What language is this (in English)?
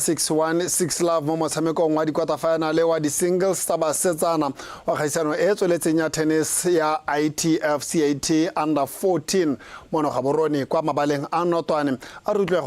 Tswana